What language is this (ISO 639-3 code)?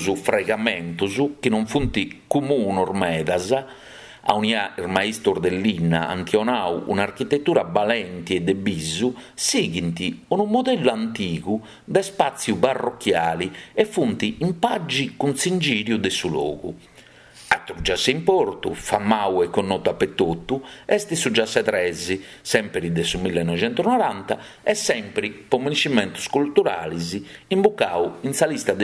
srd